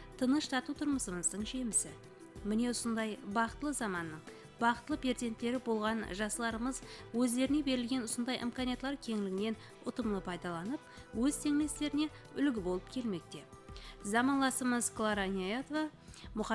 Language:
Kara-Kalpak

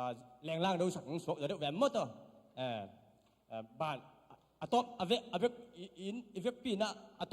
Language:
Tedim Chin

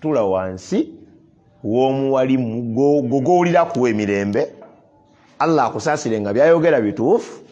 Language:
Ganda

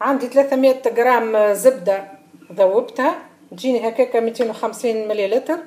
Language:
Tunisian Arabic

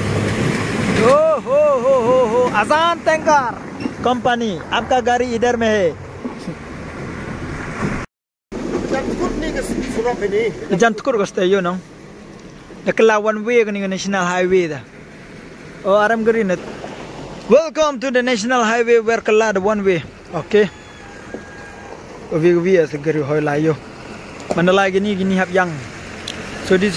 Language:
Malay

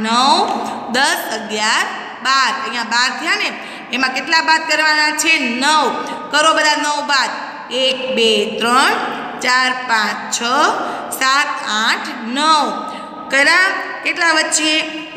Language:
Gujarati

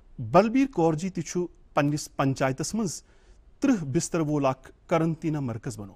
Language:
Kashmiri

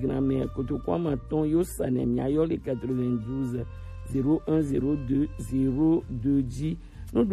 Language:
Gen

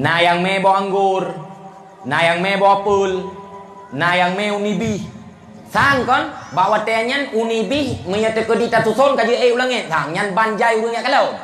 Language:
Achinese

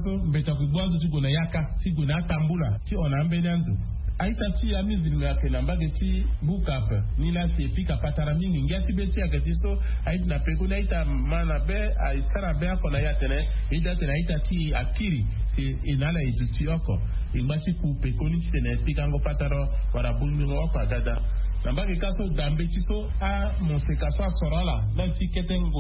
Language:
Sango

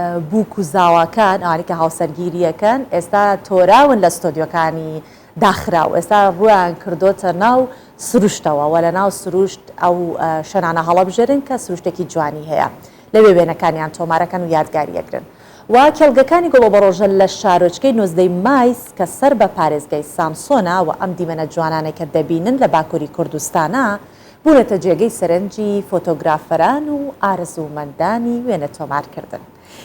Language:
Central Kurdish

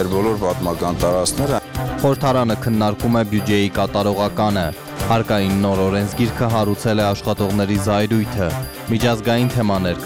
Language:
Armenian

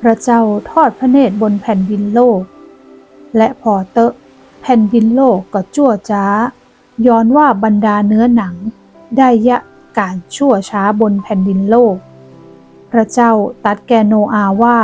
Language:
Northern Thai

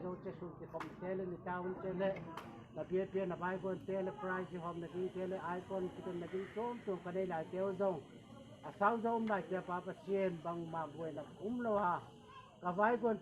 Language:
Tedim Chin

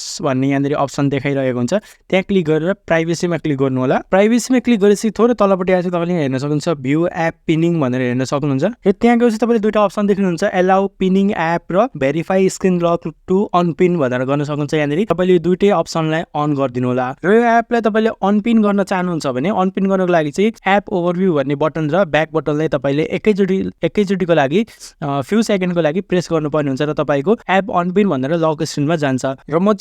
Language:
Nepali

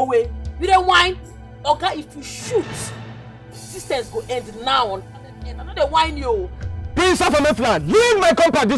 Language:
Nigerian Pidgin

